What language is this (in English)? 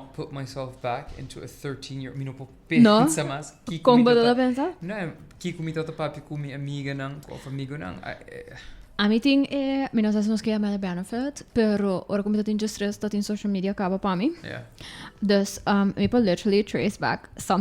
Papiamento